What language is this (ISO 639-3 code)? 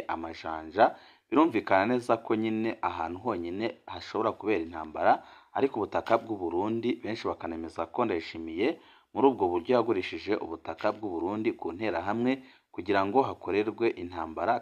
run